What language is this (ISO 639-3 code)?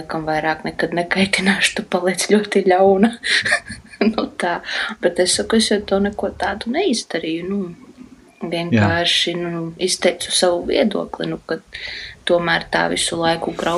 lav